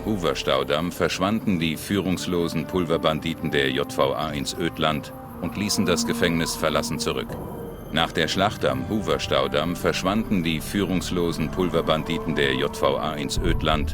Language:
Bavarian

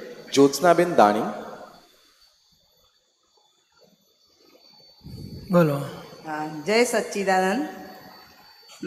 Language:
Gujarati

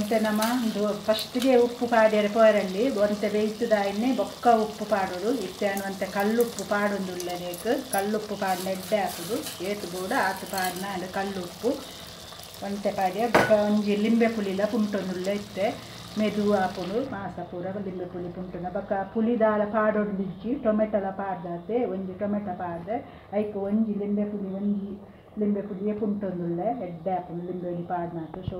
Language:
Tulu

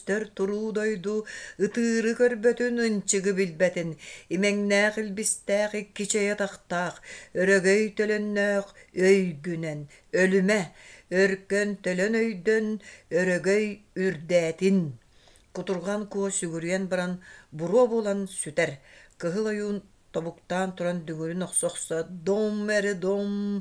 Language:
Yakut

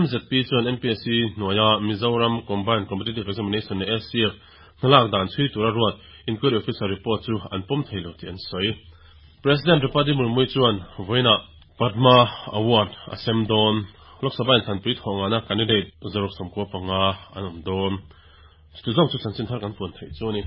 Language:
Mizo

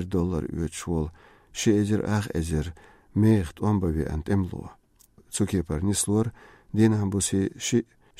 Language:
Chechen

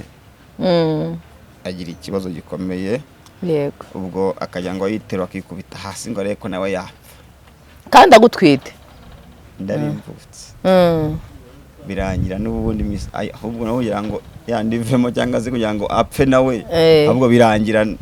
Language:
Kinyarwanda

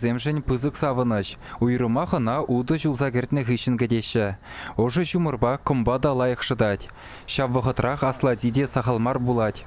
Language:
Chuvash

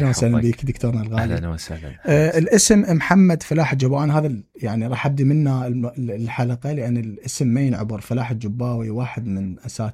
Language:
Mesopotamian Arabic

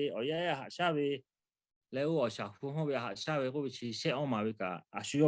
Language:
Lahu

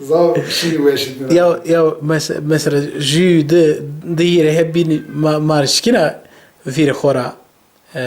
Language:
Zaza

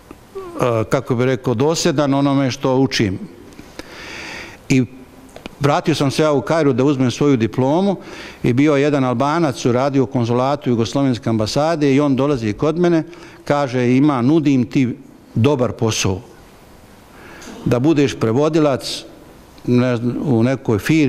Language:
Bosnian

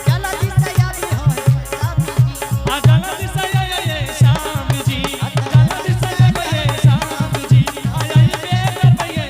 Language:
Angika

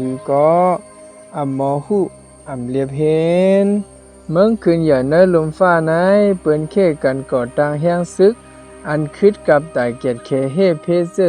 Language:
Shan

